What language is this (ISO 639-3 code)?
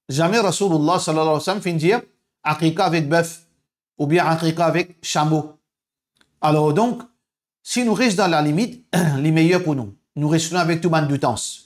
mfe